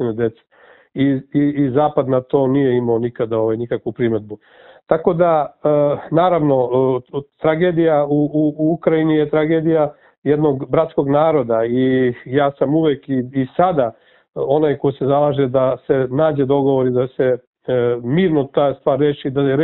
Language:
Serbian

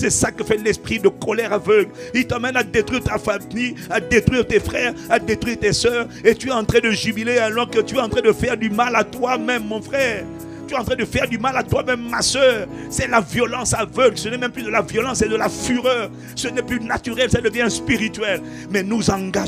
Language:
French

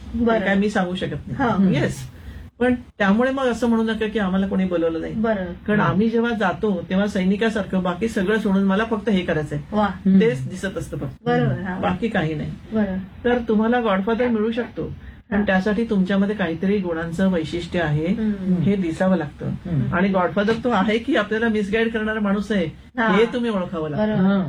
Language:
Marathi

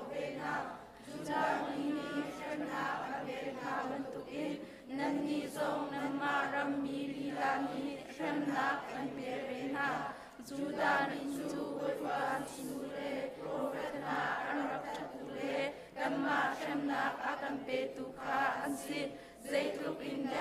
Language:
Hakha Chin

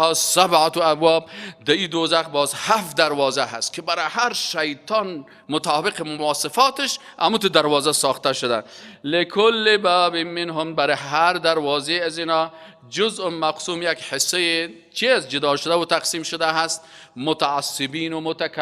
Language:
Persian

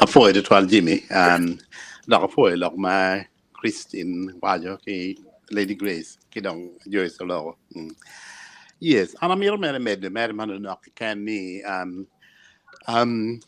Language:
Acoli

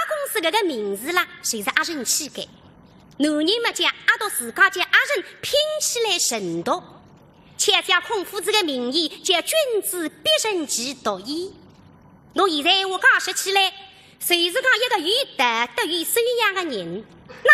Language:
Wu Chinese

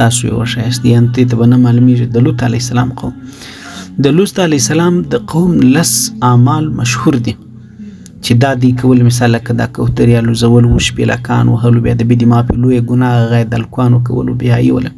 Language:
Pashto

